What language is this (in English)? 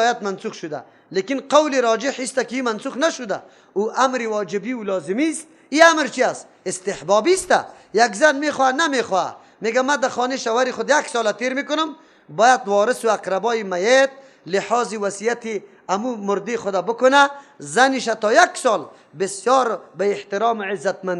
Persian